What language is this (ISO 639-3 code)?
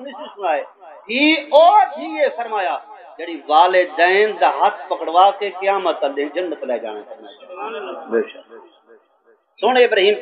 skr